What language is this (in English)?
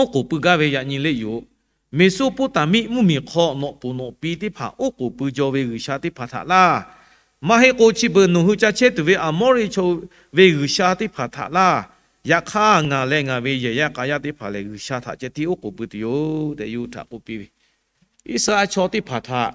Lahu